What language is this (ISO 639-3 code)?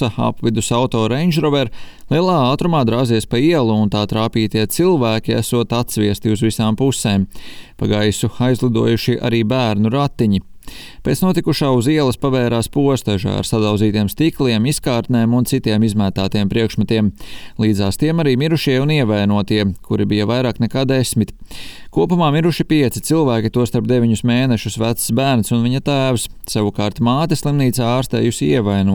lav